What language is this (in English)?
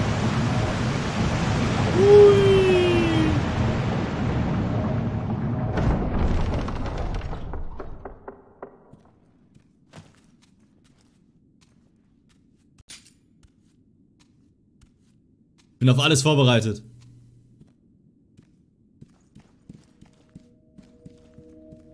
German